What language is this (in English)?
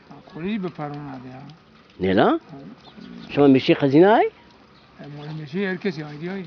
Zaza